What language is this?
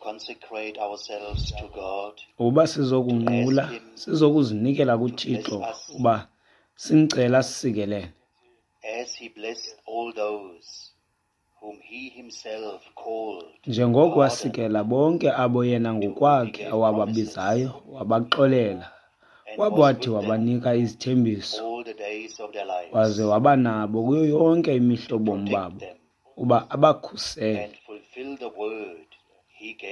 Xhosa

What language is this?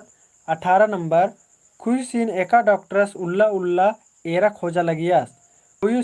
Kurukh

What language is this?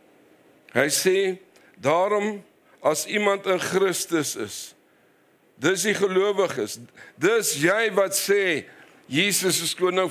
Afrikaans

